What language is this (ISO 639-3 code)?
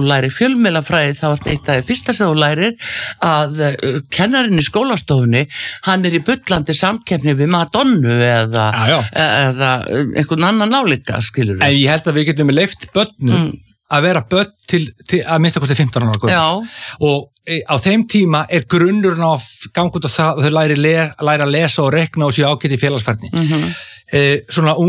isl